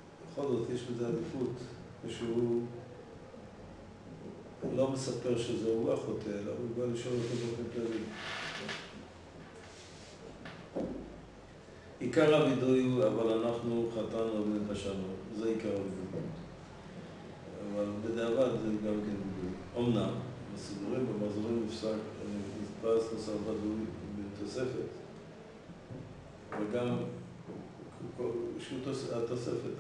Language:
Hebrew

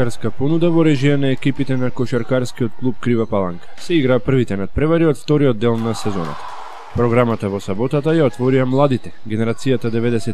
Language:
Macedonian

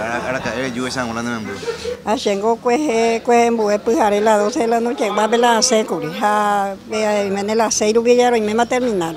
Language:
Guarani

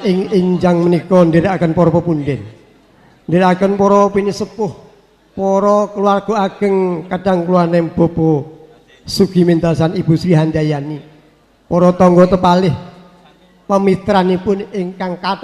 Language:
Javanese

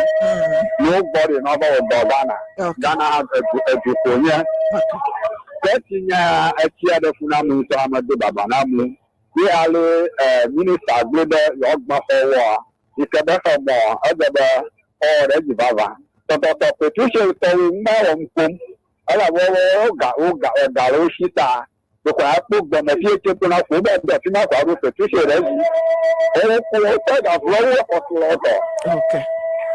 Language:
Ewe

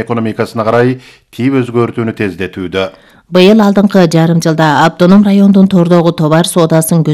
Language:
Kyrgyz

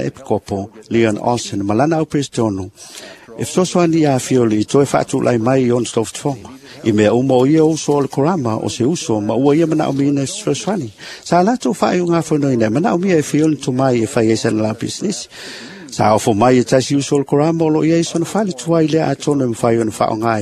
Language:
Samoan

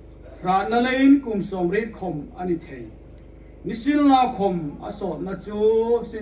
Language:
Hmar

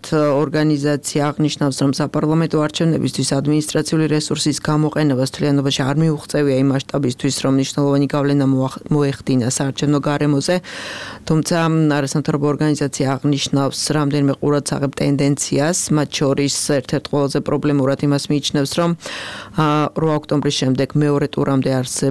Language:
Georgian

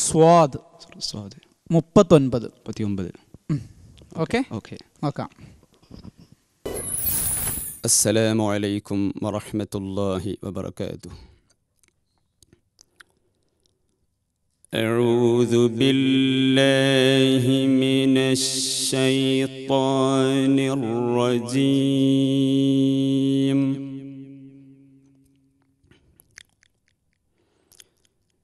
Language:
Malayalam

